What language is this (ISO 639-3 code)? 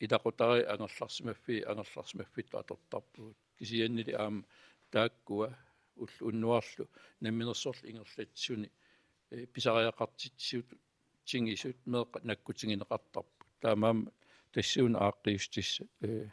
kal